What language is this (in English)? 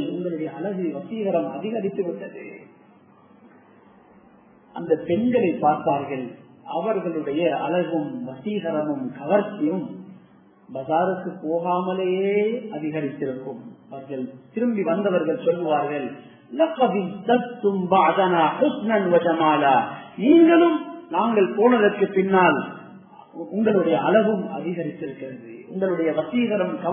Tamil